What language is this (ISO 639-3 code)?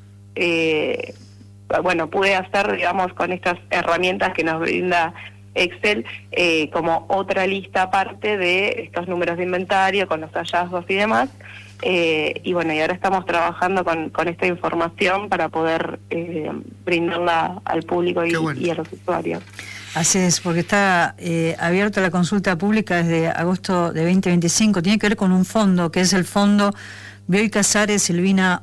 spa